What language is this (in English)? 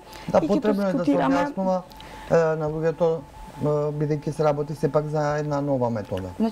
Macedonian